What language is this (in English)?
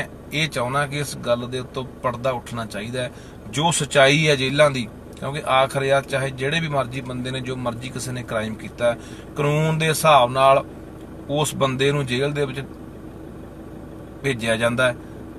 Punjabi